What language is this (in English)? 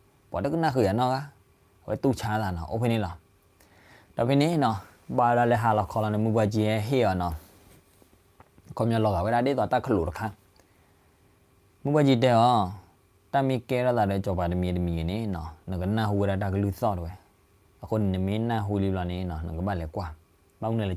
S'gaw Karen